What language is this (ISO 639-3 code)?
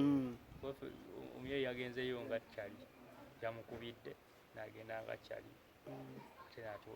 lug